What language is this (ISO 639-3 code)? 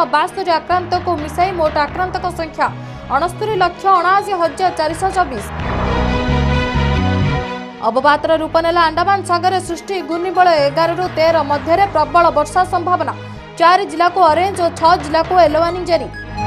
ori